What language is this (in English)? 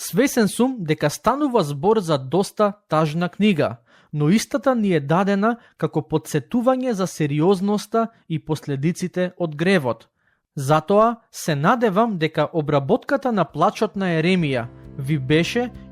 Macedonian